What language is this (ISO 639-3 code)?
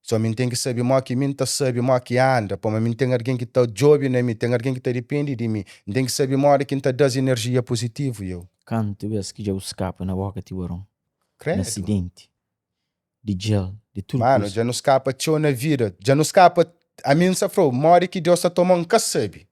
kea